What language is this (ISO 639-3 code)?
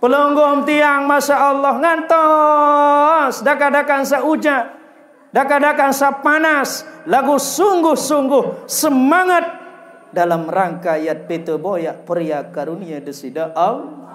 sas